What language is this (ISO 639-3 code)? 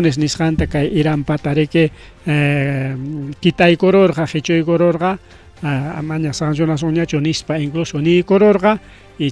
quy